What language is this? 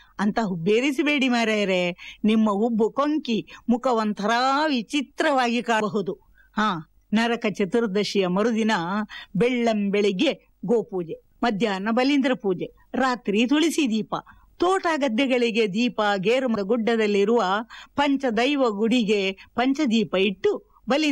Kannada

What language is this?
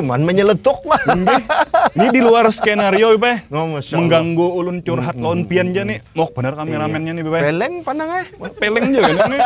Banjar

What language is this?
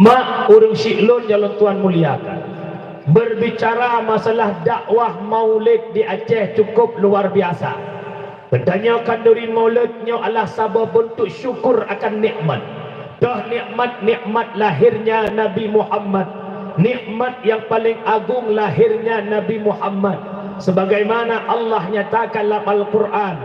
Achinese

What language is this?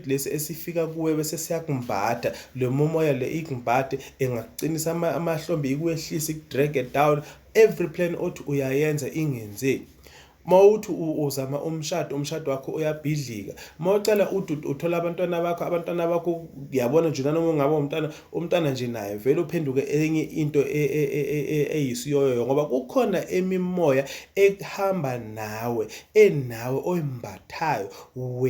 Zulu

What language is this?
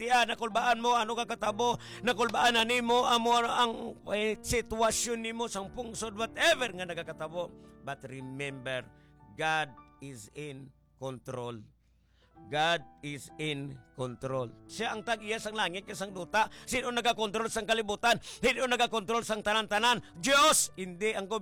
Hiligaynon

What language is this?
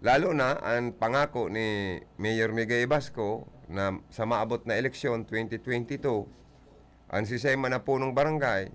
Bikol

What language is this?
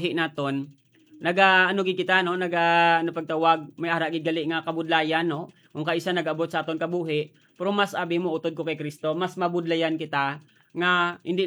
Hiligaynon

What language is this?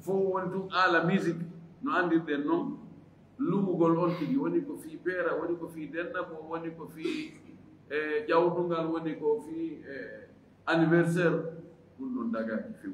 Fula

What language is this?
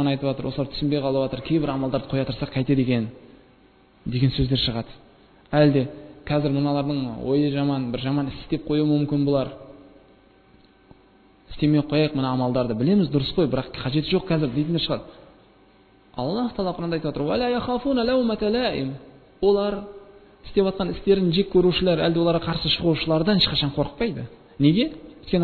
Kazakh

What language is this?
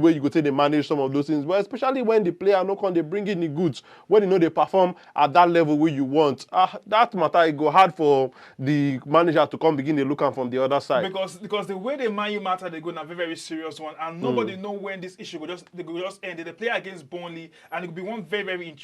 Nigerian Pidgin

